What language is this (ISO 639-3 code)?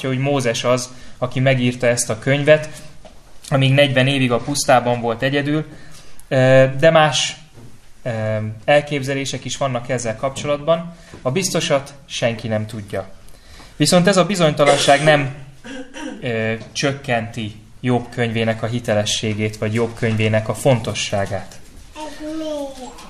hun